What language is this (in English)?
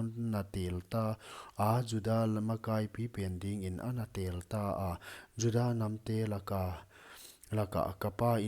Paite Chin